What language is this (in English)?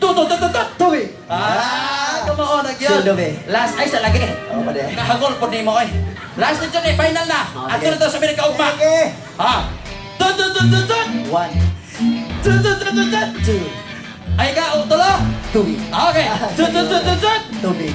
Cebuano